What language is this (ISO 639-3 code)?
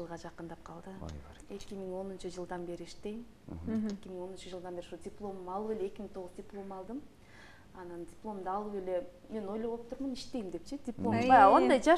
kir